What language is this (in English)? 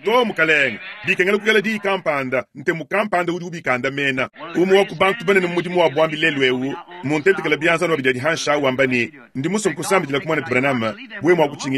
Luba-Lulua